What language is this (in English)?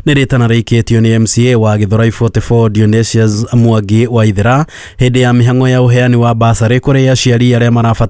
Kikuyu